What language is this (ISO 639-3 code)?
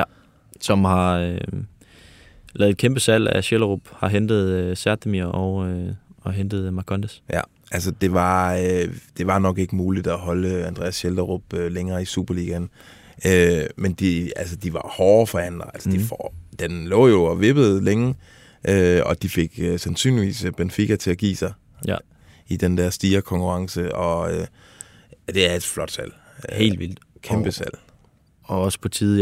dan